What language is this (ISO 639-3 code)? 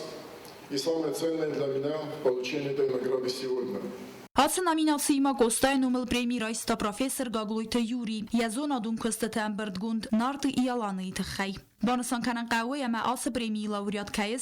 oss